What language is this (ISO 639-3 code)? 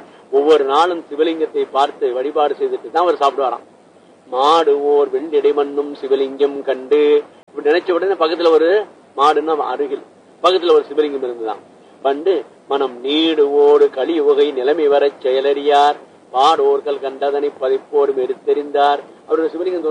tam